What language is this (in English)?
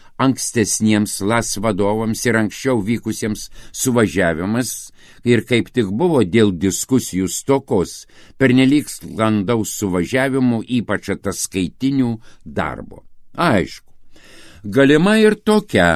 Lithuanian